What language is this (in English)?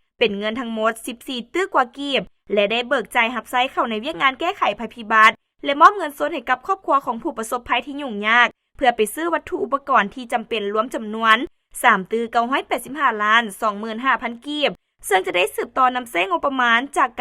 Lao